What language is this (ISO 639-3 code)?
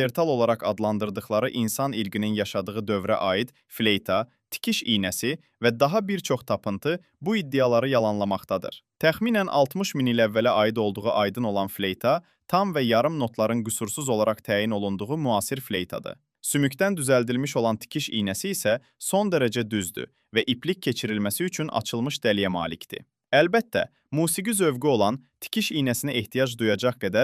aze